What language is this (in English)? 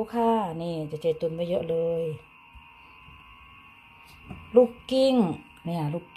Thai